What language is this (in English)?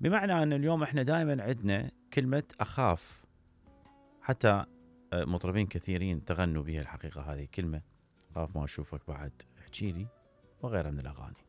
Mesopotamian Arabic